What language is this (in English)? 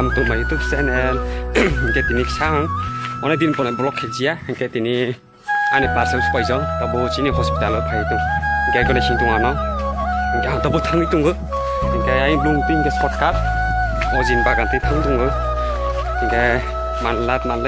Kok Borok